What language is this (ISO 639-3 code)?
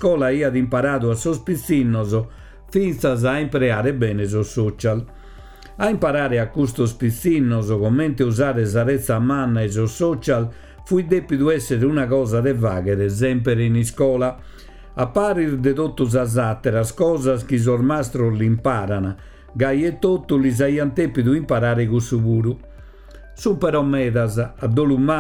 srd